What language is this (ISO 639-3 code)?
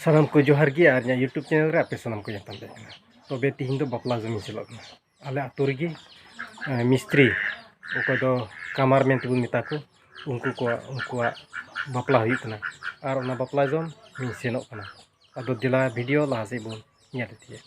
sat